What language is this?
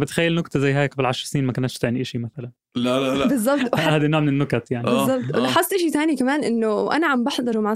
North Levantine Arabic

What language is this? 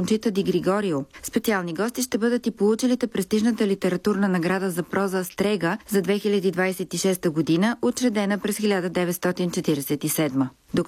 Bulgarian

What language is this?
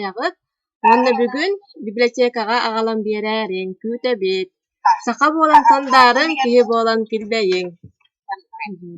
Yakut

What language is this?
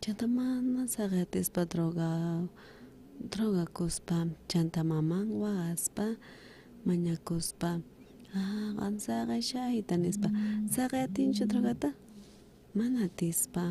South Bolivian Quechua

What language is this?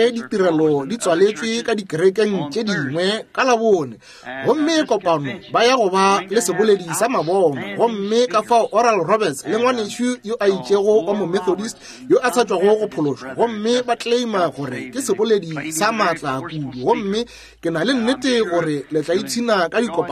Northern Sotho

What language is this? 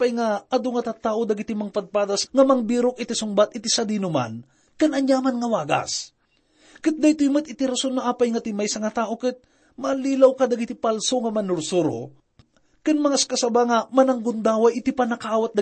Iloko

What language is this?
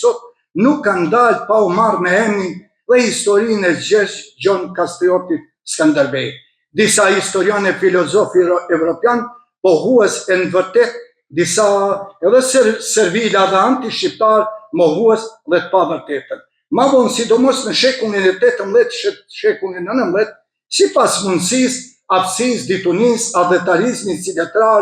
Albanian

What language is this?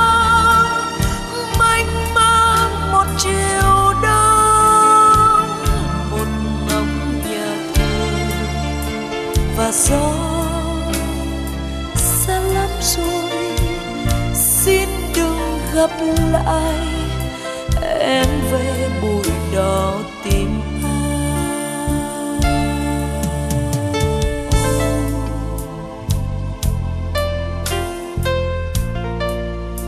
Vietnamese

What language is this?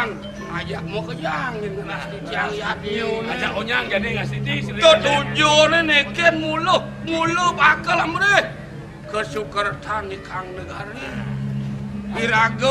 Balinese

